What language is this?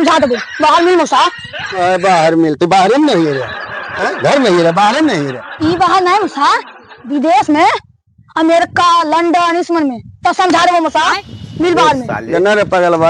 Magahi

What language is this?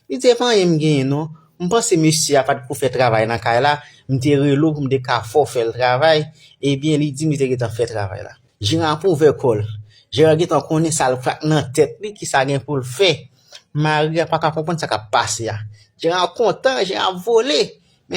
Haitian Creole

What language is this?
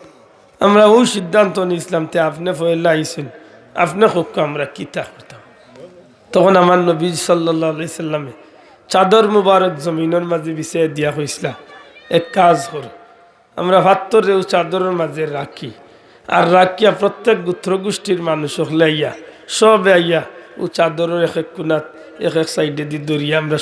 Sylheti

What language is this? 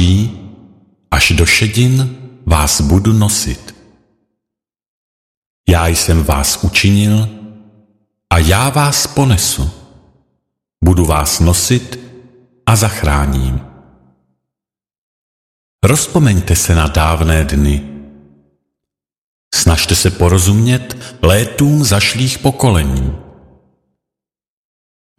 Czech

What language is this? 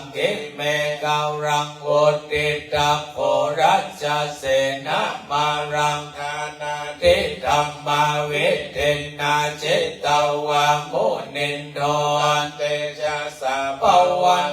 Pali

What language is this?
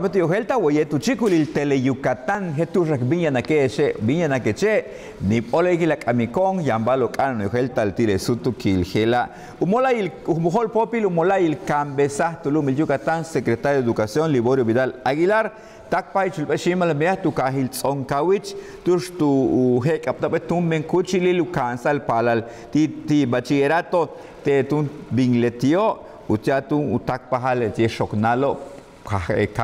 Yucateco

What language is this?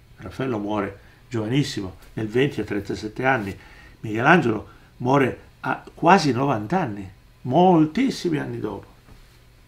Italian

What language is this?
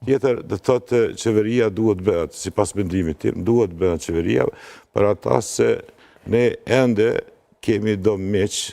Albanian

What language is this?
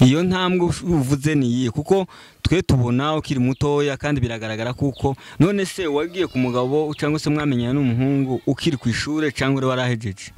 Rundi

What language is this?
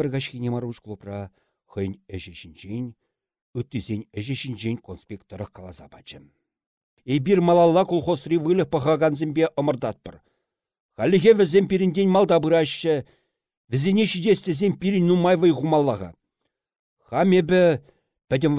Chuvash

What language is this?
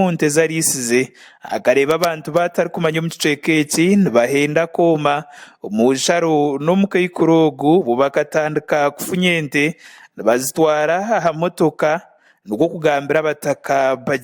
Nyankole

